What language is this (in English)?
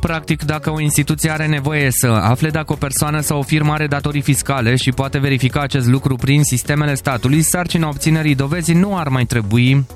Romanian